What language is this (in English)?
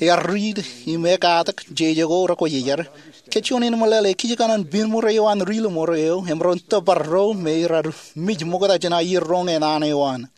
Marshallese